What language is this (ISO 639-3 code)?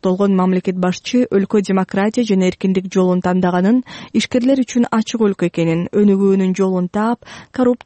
kir